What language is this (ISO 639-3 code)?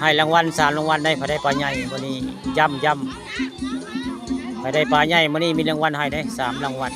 tts